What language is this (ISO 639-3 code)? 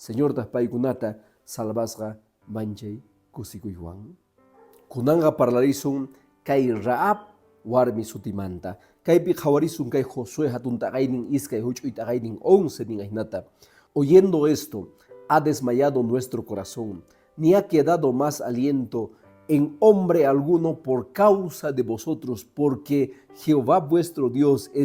que